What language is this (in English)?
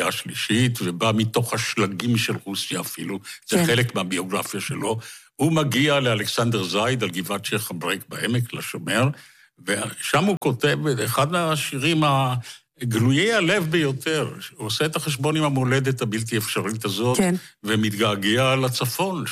Hebrew